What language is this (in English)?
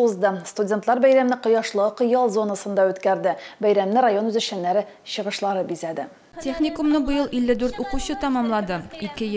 Tatar